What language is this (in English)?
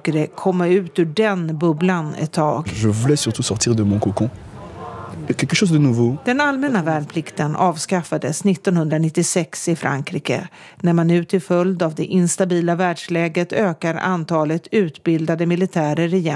Swedish